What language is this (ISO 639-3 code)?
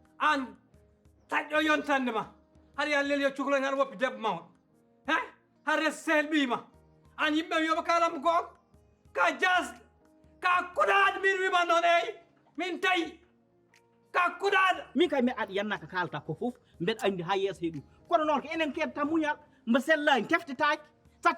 ful